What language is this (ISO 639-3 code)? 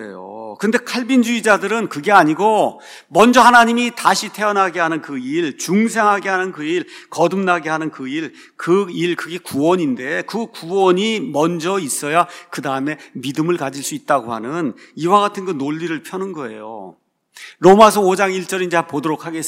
kor